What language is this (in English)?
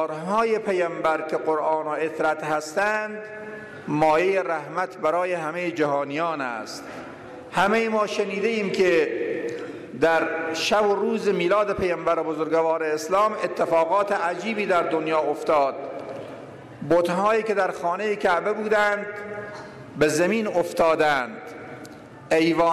Persian